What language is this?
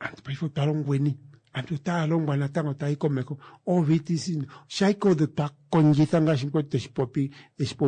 Kuanyama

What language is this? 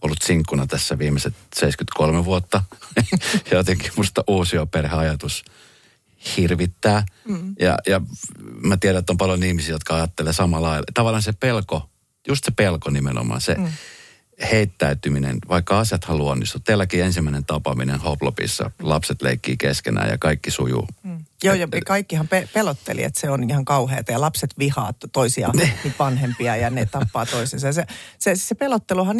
Finnish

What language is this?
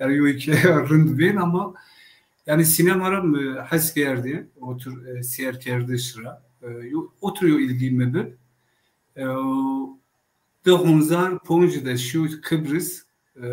Zaza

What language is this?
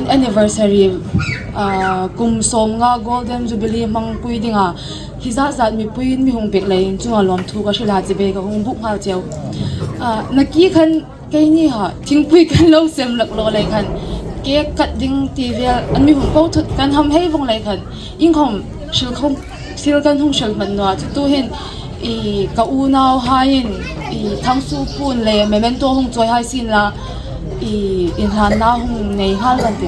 Hmar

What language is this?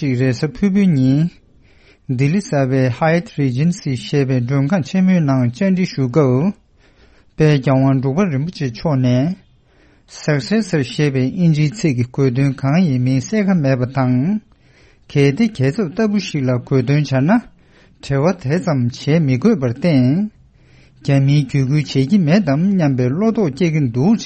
Tibetan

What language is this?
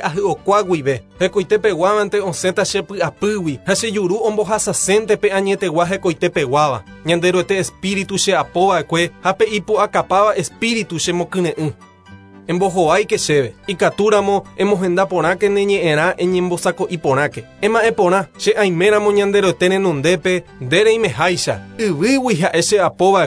Guarani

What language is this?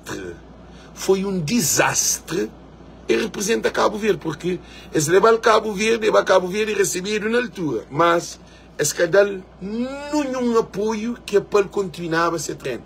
Kabuverdianu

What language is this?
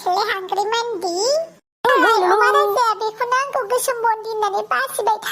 Bodo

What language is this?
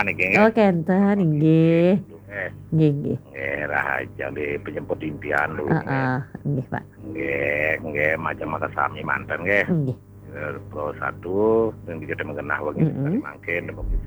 Balinese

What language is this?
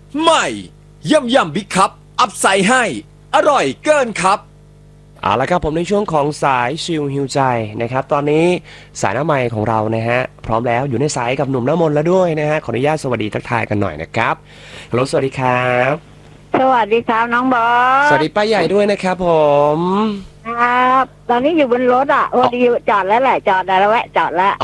Thai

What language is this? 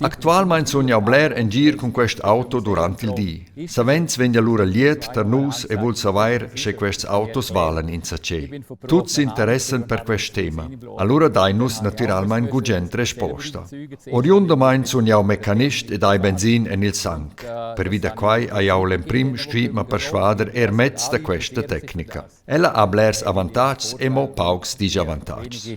Romansh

